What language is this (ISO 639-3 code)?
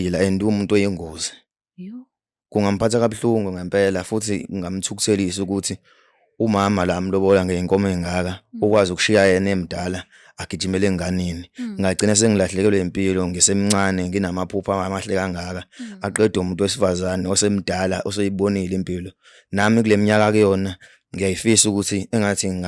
zul